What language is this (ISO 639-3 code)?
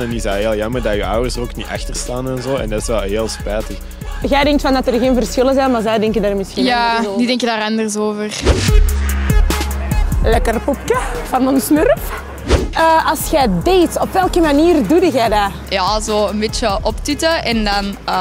nld